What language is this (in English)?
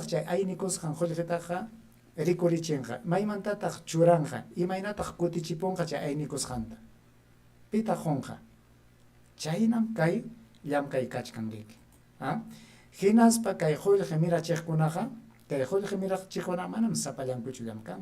Ayacucho Quechua